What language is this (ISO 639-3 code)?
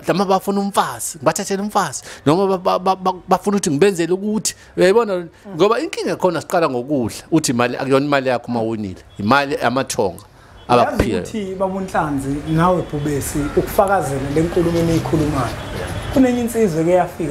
zul